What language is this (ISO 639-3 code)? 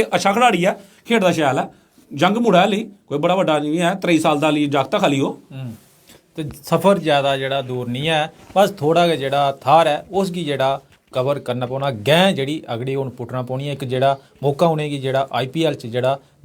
doi